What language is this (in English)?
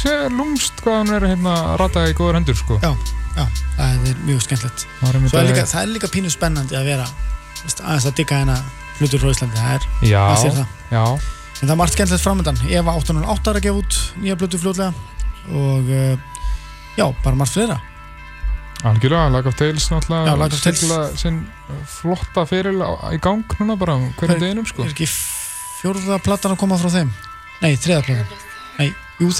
Icelandic